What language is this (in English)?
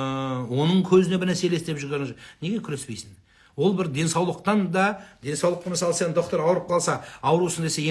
Kazakh